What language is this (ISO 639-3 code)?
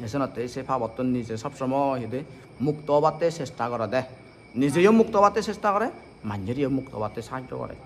ccp